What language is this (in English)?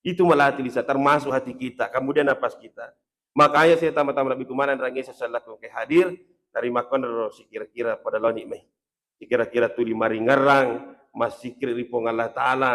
Buginese